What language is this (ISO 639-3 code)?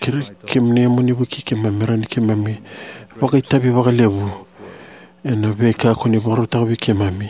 fij